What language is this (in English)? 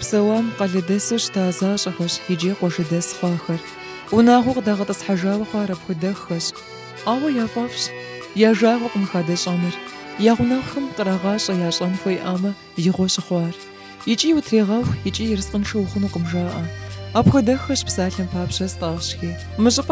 Kabardian